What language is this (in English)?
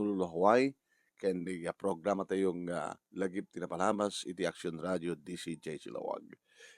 Iloko